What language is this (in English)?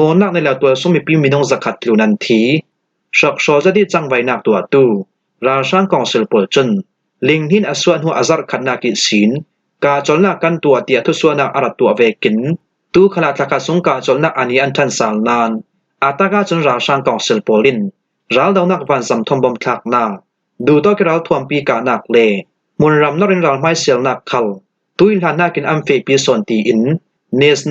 Falam Chin